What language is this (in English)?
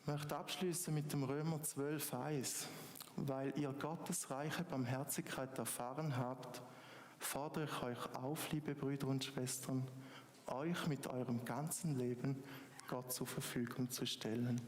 Swiss German